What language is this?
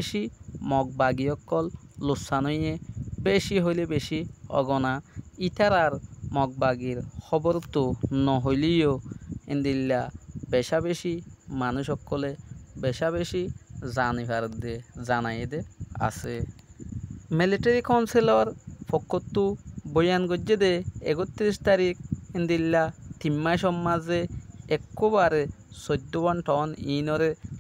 Rohingya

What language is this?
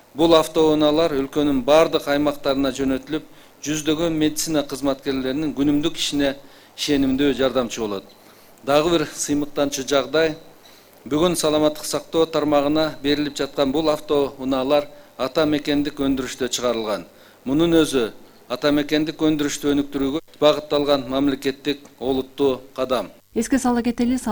Kyrgyz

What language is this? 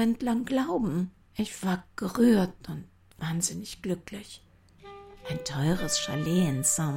German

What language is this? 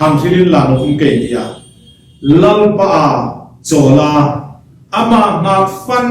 Hmar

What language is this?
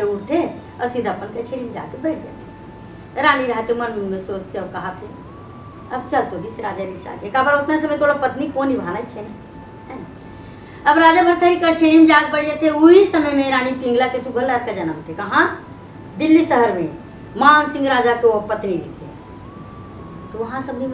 Chhattisgarhi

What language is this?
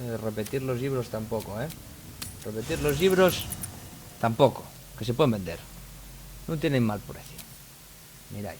Asturian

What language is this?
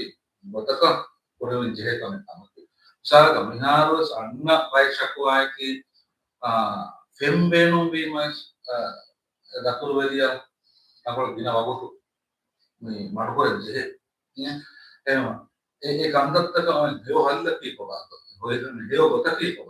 Divehi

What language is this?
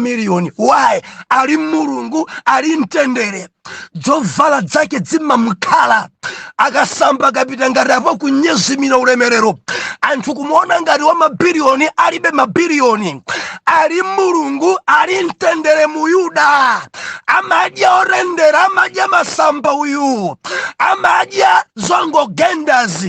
Nyanja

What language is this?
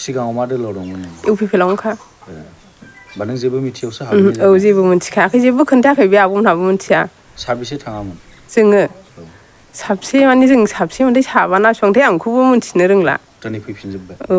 Bodo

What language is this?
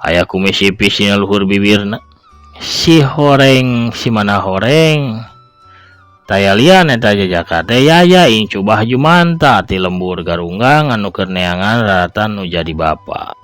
Sundanese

